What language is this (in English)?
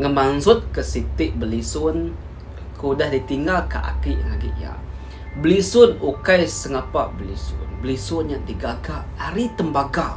Iban